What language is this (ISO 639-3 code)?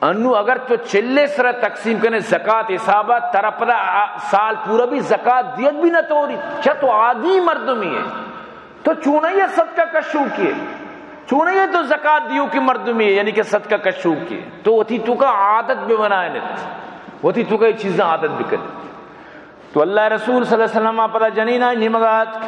bal